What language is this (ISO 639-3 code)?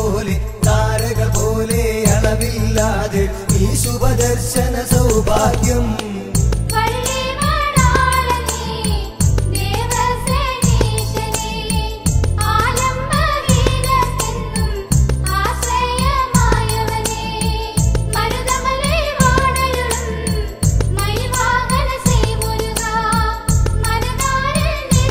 mal